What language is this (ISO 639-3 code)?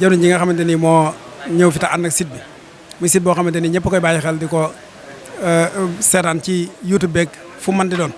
wol